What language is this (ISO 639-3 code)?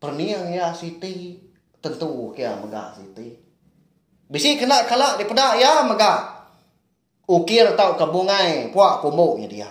iba